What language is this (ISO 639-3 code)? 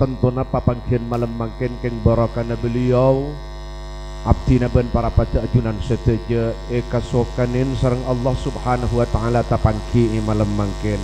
mad